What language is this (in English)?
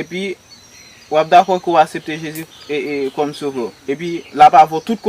Haitian Creole